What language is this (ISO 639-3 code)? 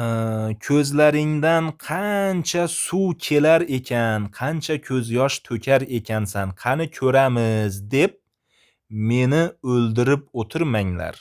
uzb